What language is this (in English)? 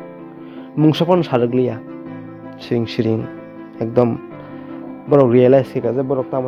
Kok Borok